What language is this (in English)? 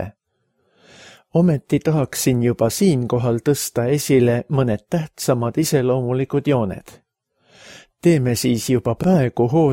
Estonian